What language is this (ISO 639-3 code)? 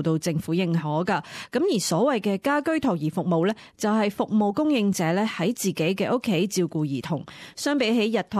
yue